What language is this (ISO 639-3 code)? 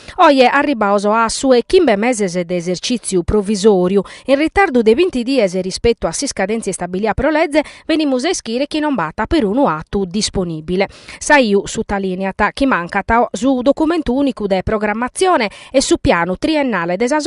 srd